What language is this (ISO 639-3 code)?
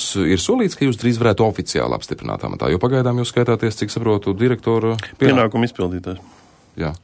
lav